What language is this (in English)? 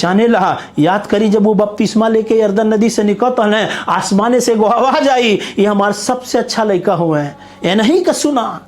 Bhojpuri